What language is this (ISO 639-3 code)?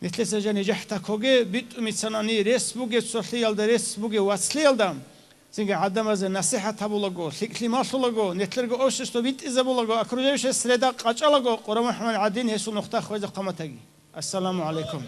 ava